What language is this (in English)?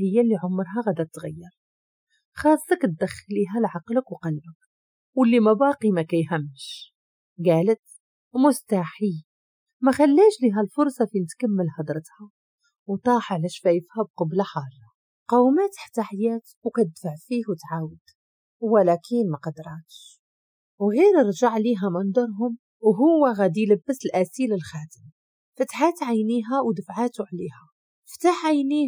Moroccan Arabic